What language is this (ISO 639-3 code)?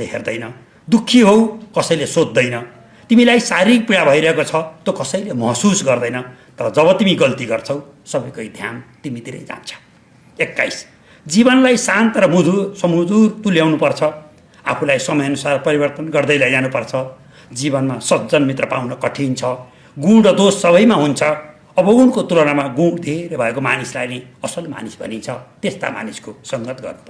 nep